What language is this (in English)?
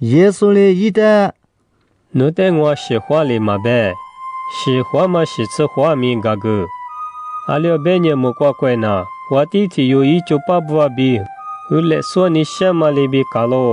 Lisu